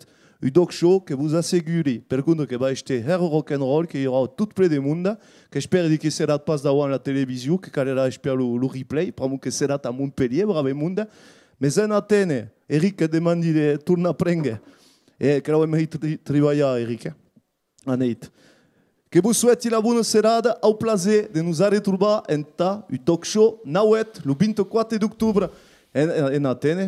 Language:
Occitan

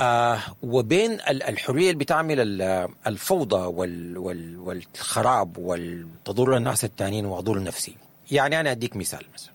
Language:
Sudanese Arabic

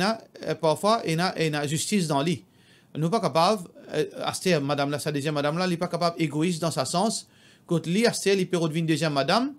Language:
Morisyen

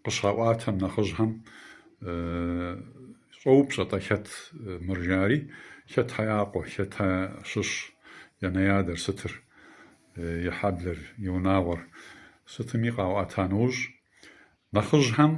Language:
Kabardian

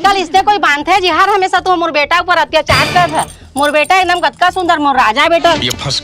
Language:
Chhattisgarhi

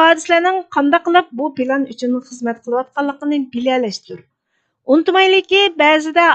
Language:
Uyghur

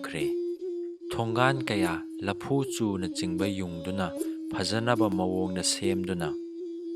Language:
Manipuri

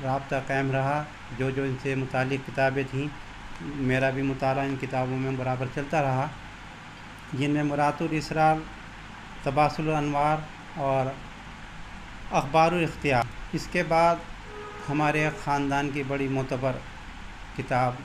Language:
Urdu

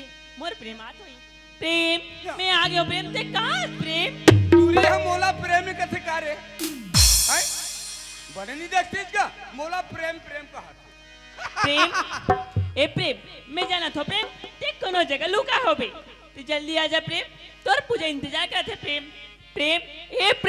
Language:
Chhattisgarhi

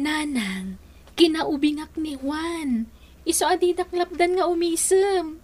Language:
Iloko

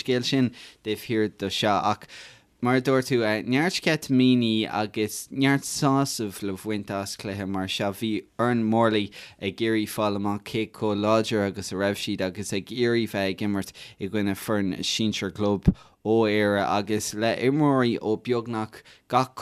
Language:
Irish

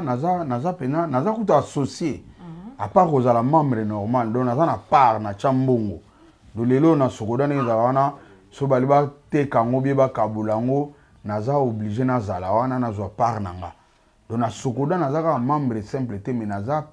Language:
Lingala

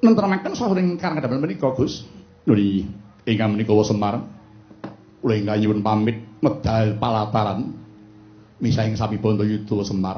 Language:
Javanese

